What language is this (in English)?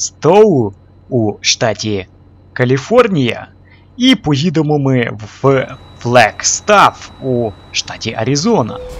Ukrainian